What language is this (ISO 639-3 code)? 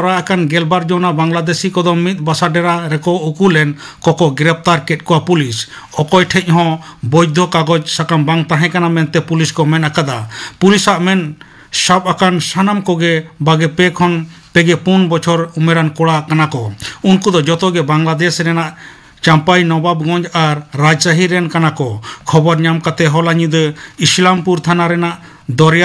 sat